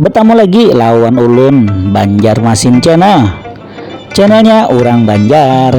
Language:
Banjar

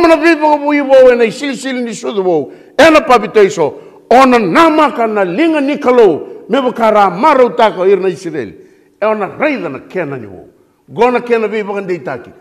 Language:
Fijian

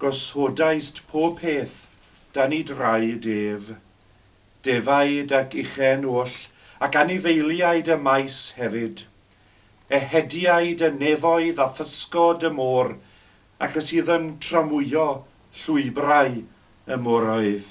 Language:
Welsh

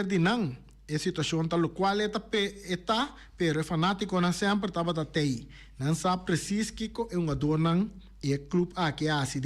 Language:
Papiamento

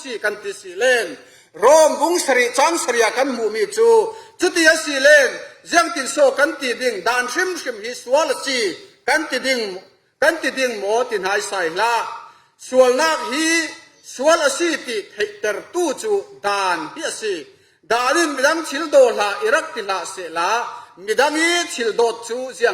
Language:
Falam Chin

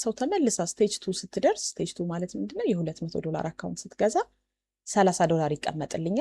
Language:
Amharic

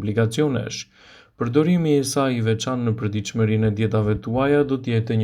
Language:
Albanian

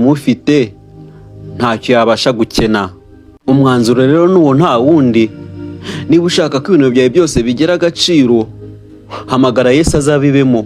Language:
Kinyarwanda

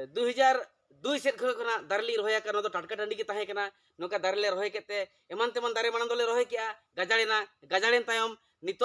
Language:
Santali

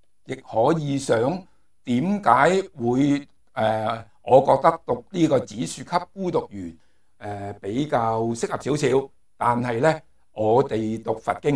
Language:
Cantonese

